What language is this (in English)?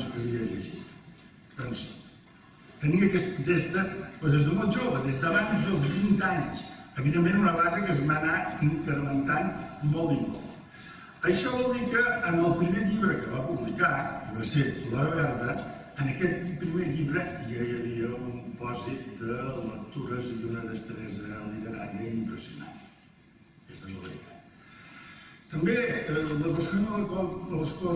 Catalan